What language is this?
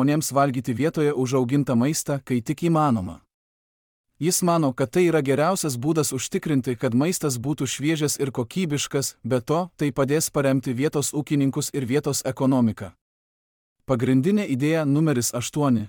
Lithuanian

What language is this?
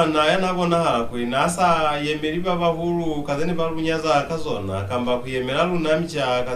Lozi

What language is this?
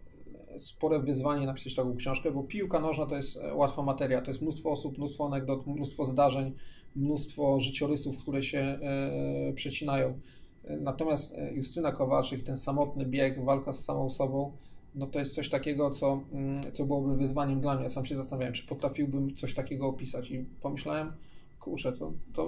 Polish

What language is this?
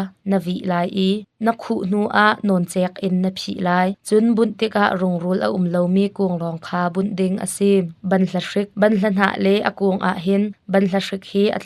Hakha Chin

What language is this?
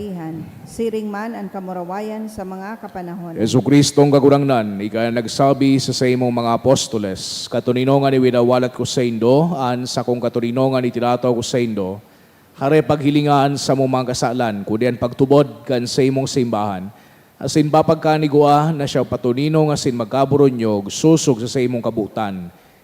Bikol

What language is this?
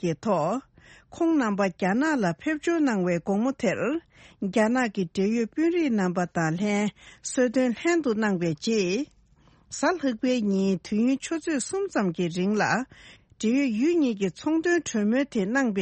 Tibetan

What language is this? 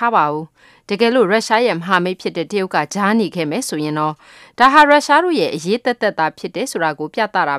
Burmese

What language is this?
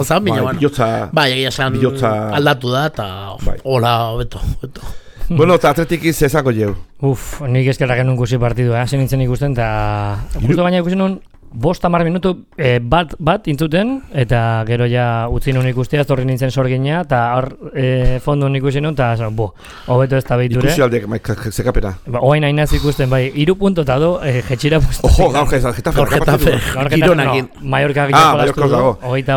Basque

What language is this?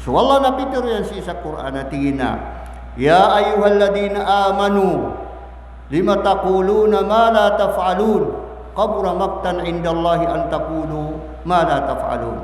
Maranao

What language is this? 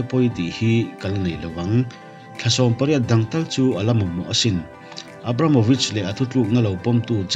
Mizo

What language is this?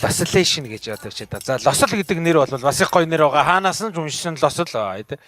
Mongolian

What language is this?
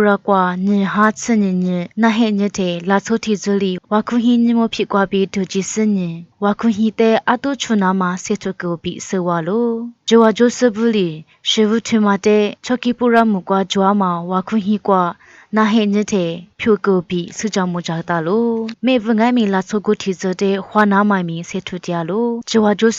Lisu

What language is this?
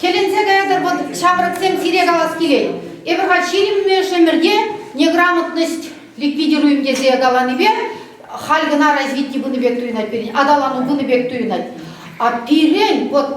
Chuvash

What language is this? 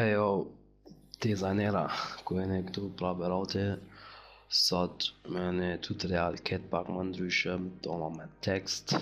Albanian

